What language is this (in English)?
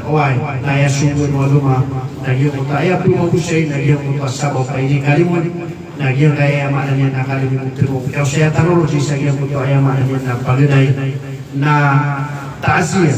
Maranao